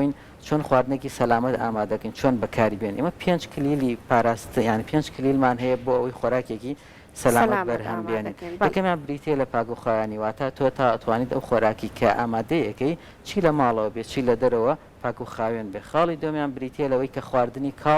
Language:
Central Kurdish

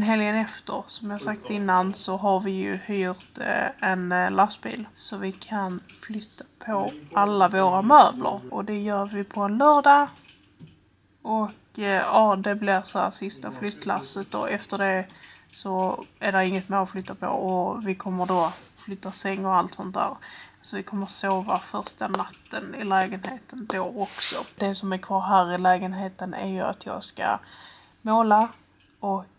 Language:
Swedish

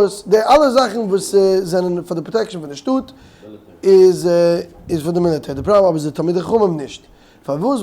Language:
Yiddish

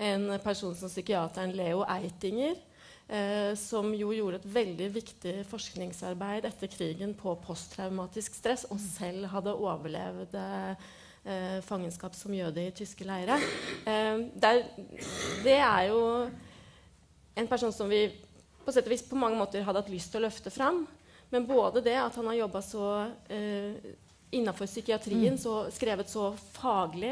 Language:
Norwegian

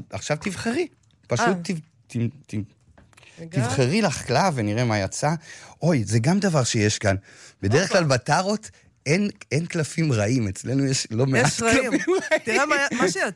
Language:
Hebrew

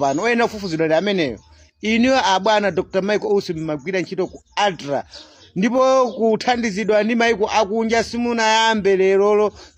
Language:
Nyanja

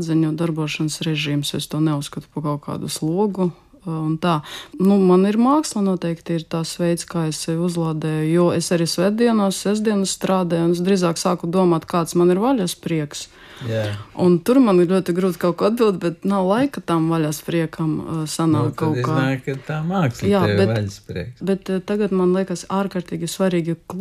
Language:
Latvian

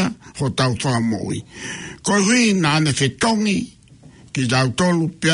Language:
Tongan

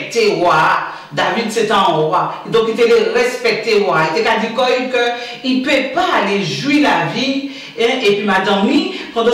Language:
Guadeloupean Creole French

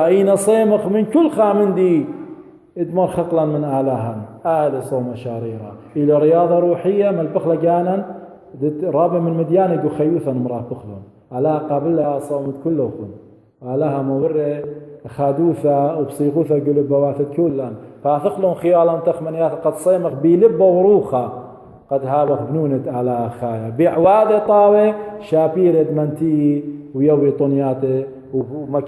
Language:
Assyrian Neo-Aramaic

